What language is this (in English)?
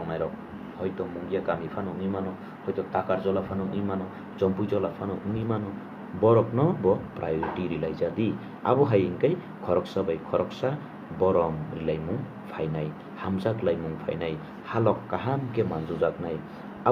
Kok Borok